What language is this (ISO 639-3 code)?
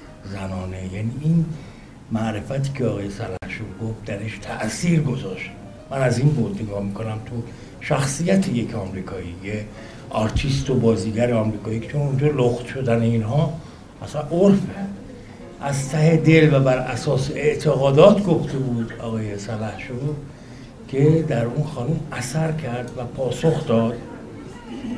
fas